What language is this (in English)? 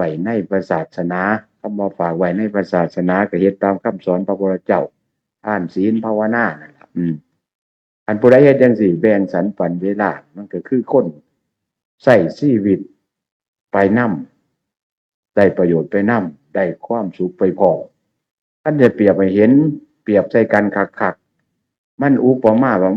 Northeastern Thai